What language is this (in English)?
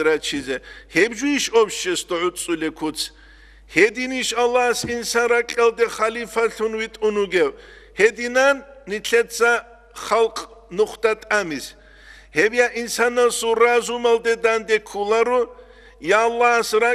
Avaric